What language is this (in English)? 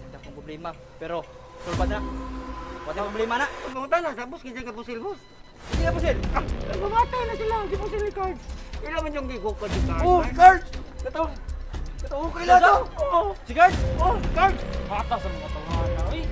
Cebuano